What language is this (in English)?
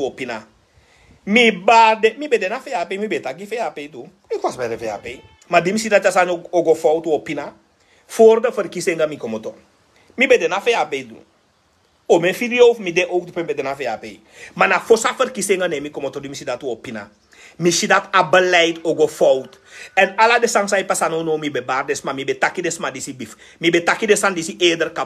Sranan Tongo